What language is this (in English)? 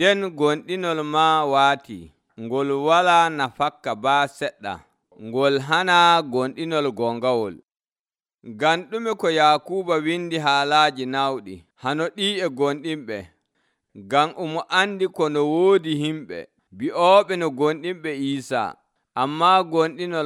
Nigerian Fulfulde